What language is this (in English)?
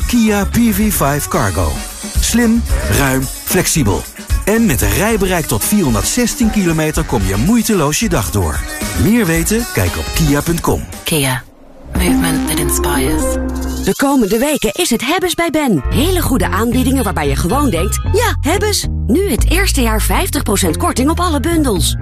Dutch